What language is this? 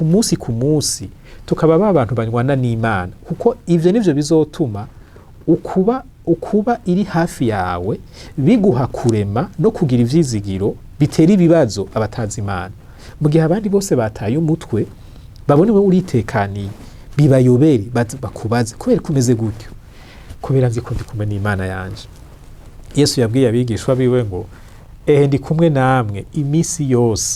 Rundi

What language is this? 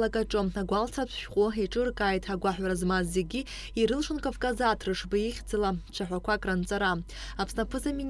Abkhazian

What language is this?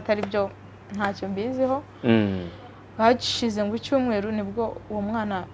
Kinyarwanda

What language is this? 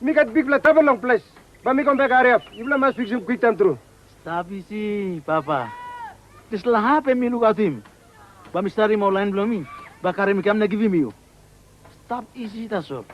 Tok Pisin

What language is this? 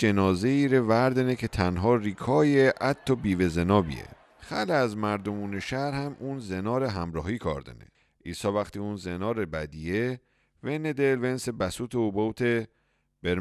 Mazanderani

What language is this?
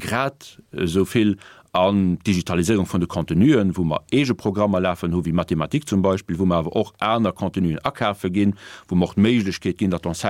Luxembourgish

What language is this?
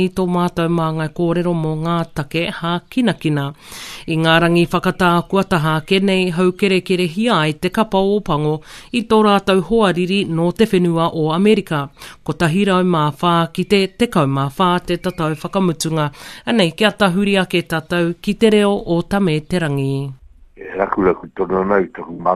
Māori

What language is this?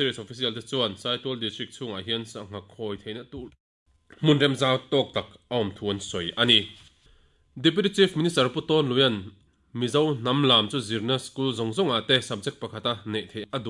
Mizo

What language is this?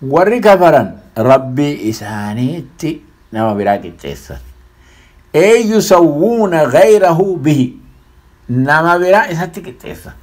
Oromo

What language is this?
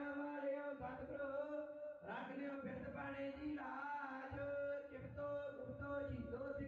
Punjabi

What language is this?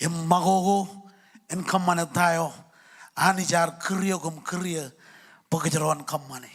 Marshallese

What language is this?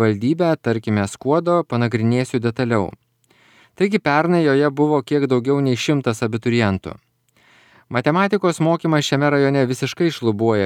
Lithuanian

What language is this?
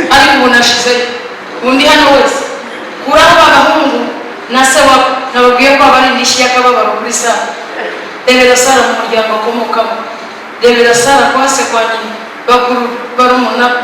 Kinyarwanda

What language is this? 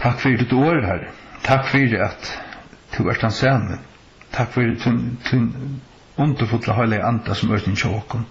Faroese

